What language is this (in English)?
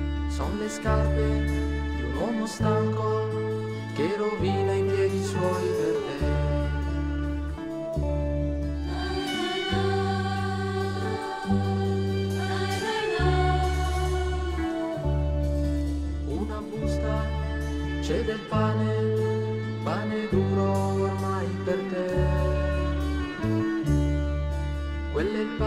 Italian